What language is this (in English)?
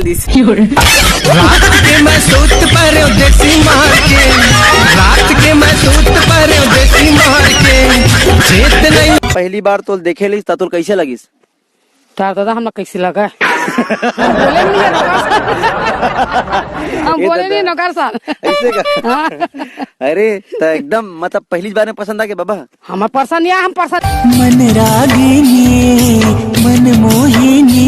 Chhattisgarhi